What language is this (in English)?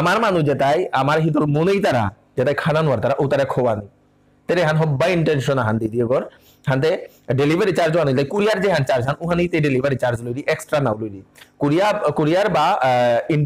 Bishnupriya